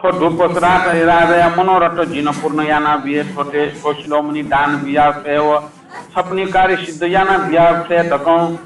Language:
Newari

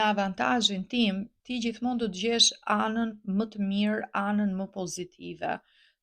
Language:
Albanian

